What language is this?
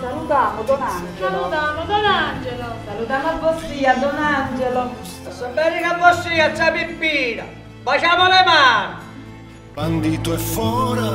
Sicilian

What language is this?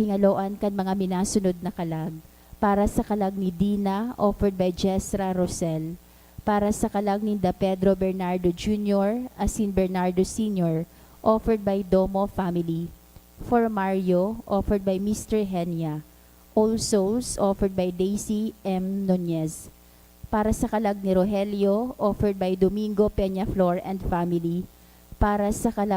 Bikol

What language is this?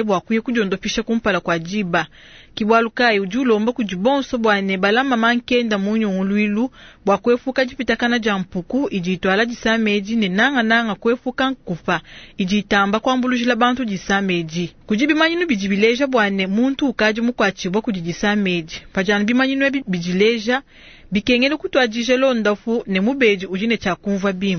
Luba-Lulua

